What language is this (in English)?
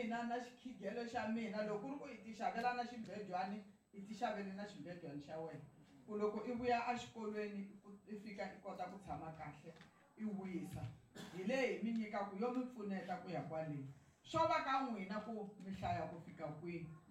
Tsonga